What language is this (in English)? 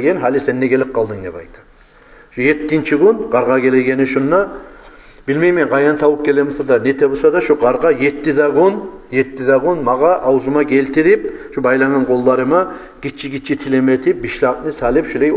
Kumyk